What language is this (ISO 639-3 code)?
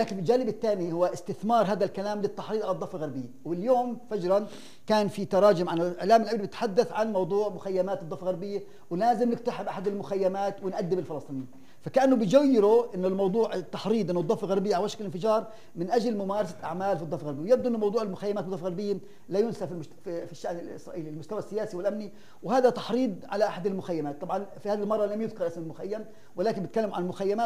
apc